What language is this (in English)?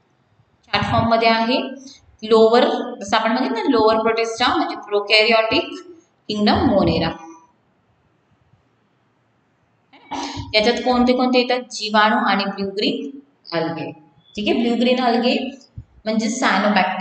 Marathi